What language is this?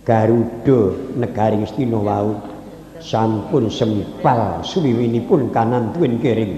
Javanese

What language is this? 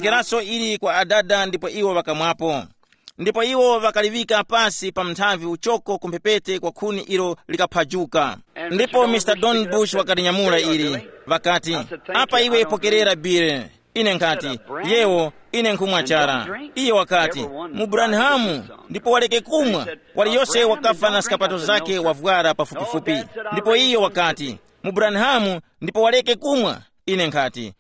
Tumbuka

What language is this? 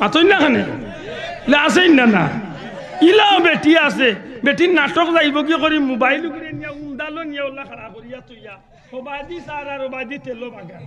Sylheti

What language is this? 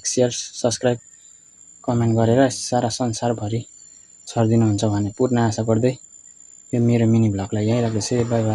Nepali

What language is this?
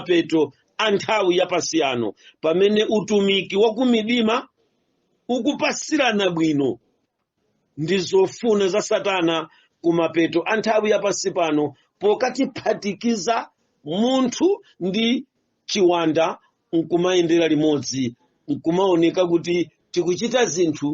Nyanja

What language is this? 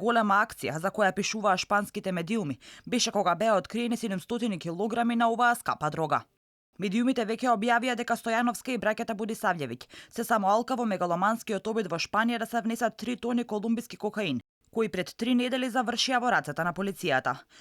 Macedonian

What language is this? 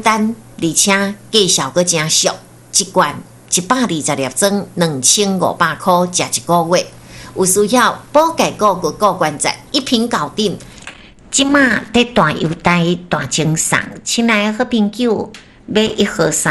Min Nan Chinese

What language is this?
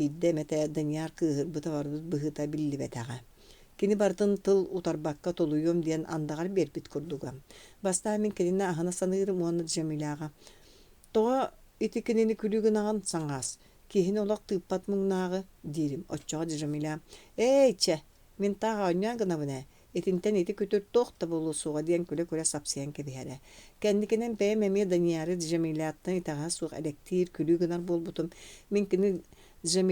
Yakut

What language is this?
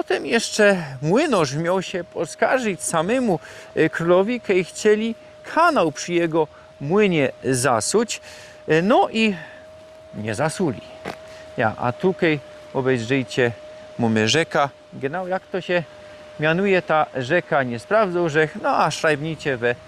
Silesian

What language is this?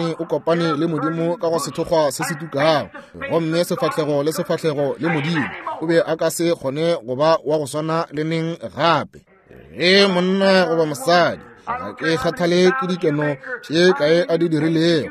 Northern Sotho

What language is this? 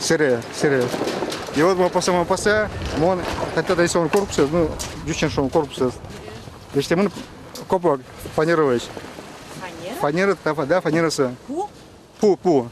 Udmurt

